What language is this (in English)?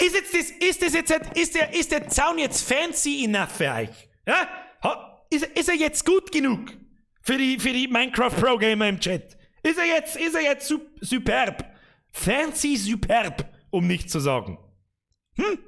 Bavarian